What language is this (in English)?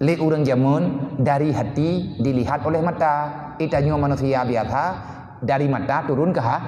Achinese